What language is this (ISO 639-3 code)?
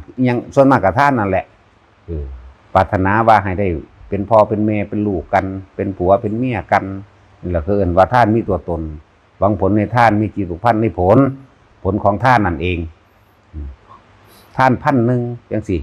tts